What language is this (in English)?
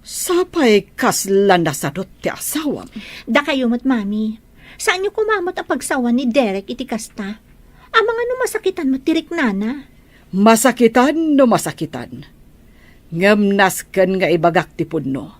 Iloko